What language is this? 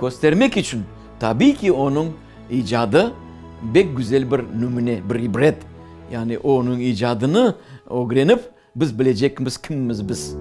Crimean Tatar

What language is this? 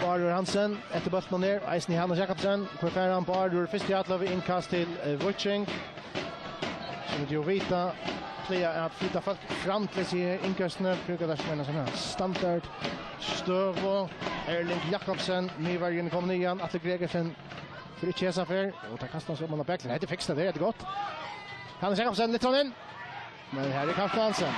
Faroese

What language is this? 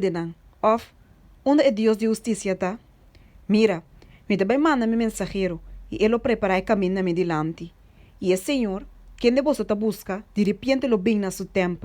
Papiamento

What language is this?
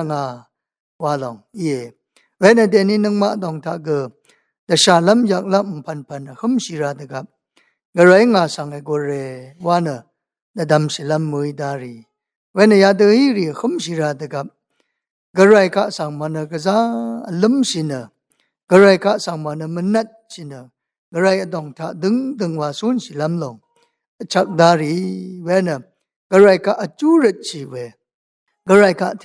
Rawang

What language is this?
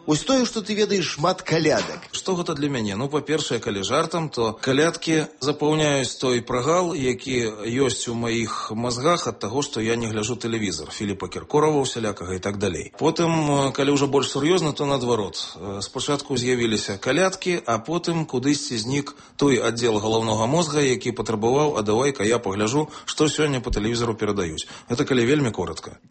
Belarusian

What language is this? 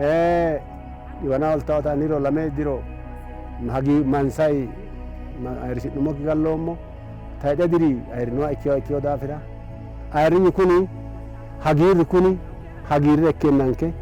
Sidamo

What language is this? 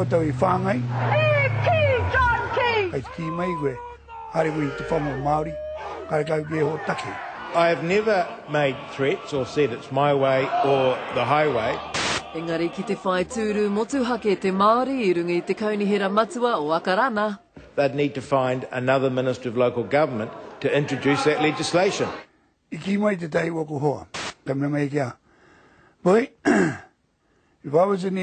Māori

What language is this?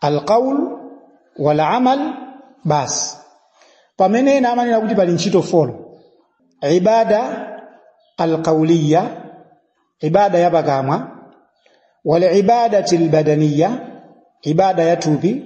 Nyanja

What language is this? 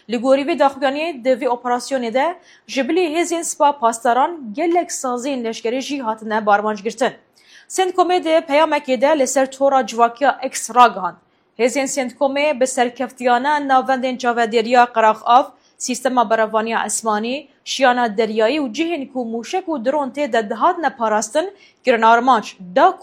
Kurdish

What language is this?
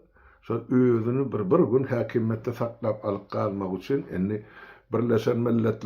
Turkmen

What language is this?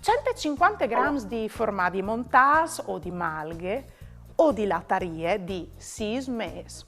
Friulian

